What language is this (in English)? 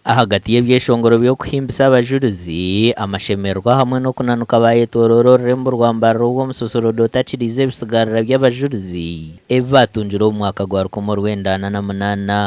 Nyankole